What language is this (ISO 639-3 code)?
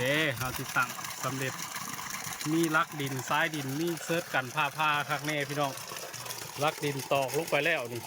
lao